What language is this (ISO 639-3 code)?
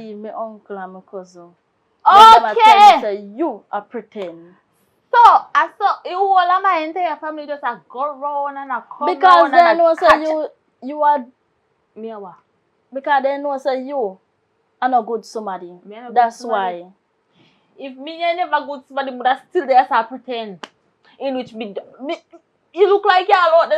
jam